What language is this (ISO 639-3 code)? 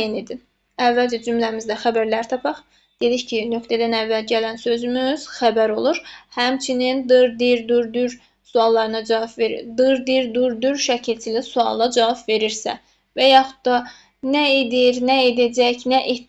aze